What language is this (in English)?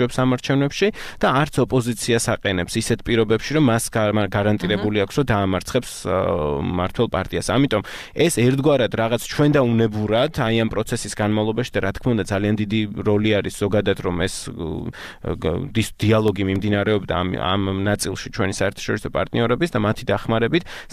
Georgian